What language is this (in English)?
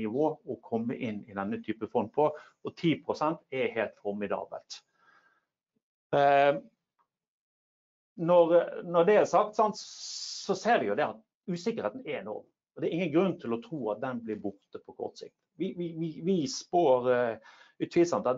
Norwegian